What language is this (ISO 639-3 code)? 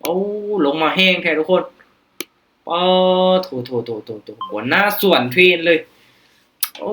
lao